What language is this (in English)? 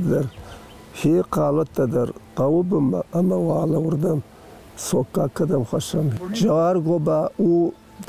Ossetic